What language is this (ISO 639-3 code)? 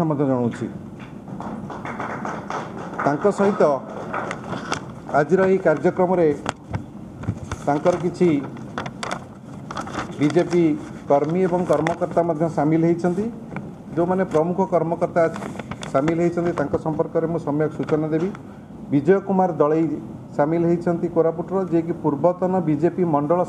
ori